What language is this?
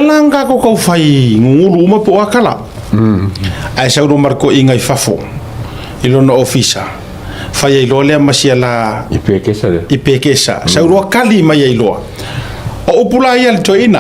Samoan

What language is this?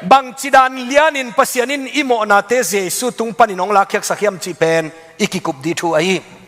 Tedim Chin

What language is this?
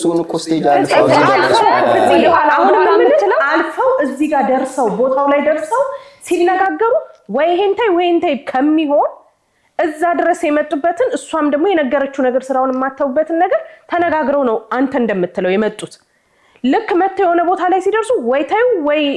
Amharic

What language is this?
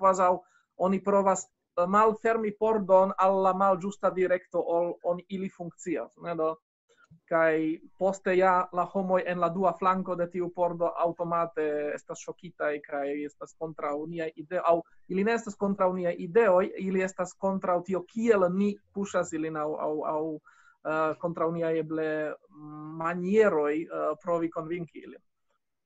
Esperanto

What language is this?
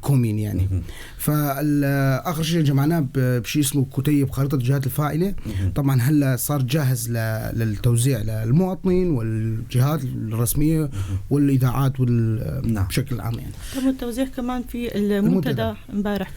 North Levantine Arabic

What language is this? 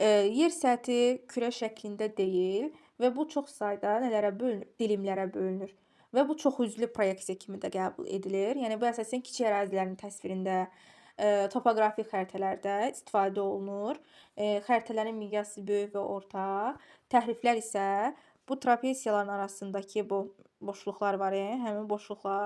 Azerbaijani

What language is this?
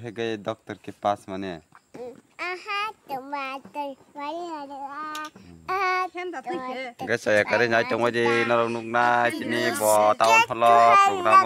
Kok Borok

